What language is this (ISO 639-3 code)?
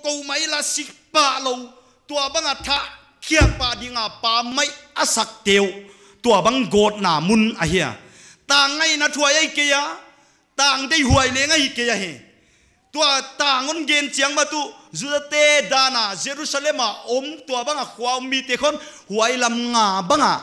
pck